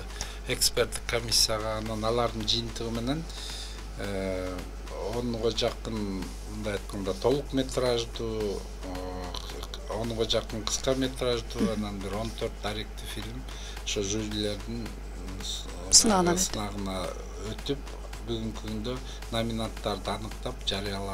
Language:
Kyrgyz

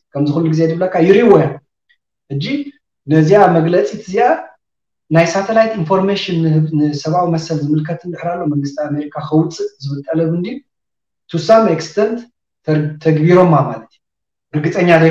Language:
Tigrinya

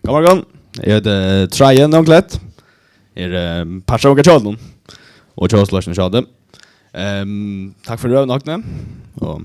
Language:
Faroese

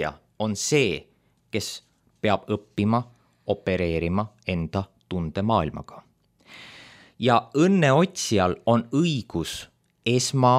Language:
Estonian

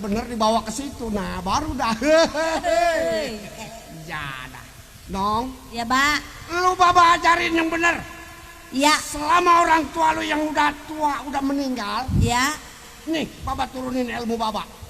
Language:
Betawi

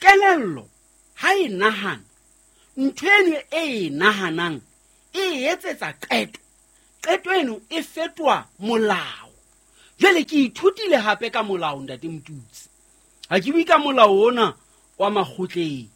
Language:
Southern Sotho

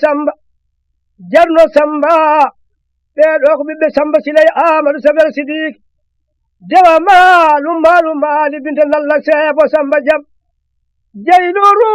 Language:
Fula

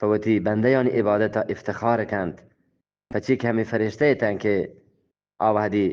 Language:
Eastern Balochi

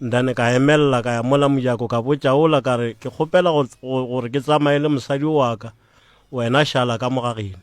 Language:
Northern Sotho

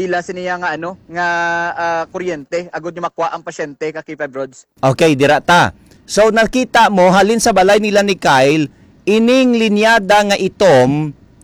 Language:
Hiligaynon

